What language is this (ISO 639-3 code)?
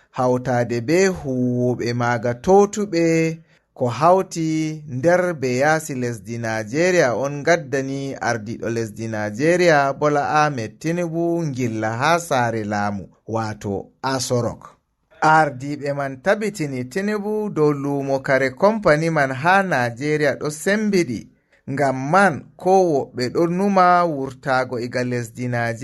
ful